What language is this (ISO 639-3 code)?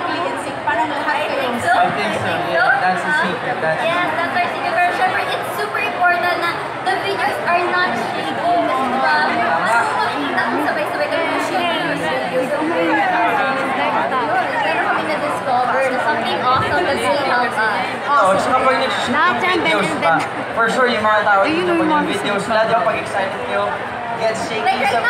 fil